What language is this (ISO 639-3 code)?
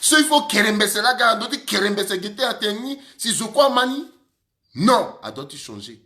sag